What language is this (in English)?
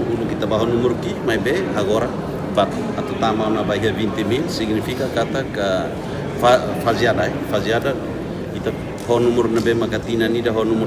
Tetum